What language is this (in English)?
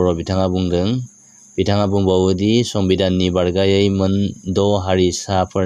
Bodo